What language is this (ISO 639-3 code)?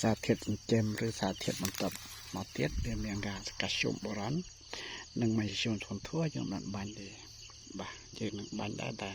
khm